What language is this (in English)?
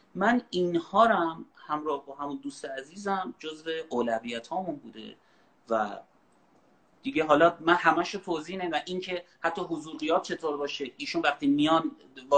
Persian